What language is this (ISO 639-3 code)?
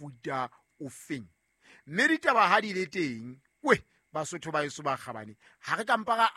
sot